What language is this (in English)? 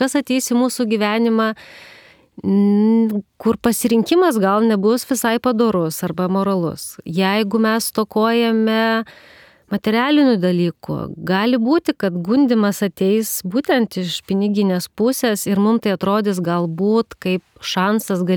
Lithuanian